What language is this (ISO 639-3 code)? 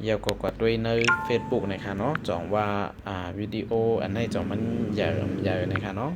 shn